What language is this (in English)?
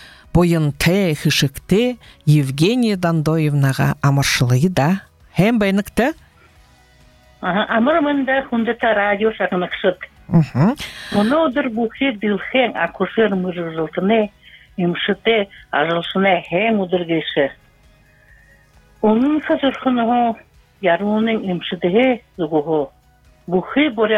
Buriat